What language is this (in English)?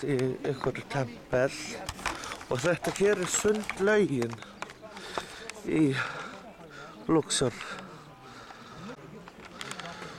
Icelandic